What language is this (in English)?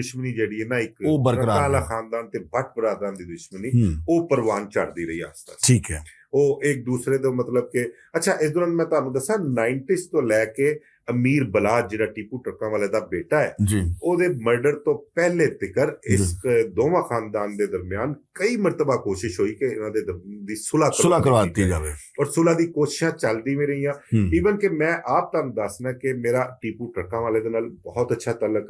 Western Panjabi